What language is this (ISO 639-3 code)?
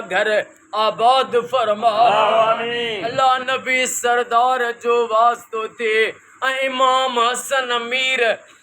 snd